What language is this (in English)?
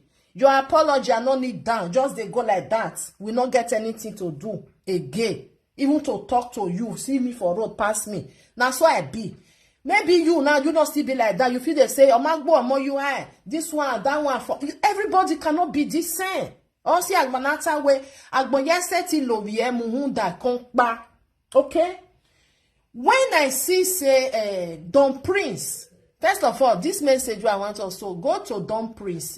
Nigerian Pidgin